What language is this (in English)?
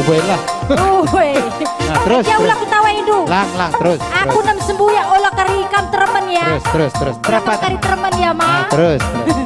Batak Karo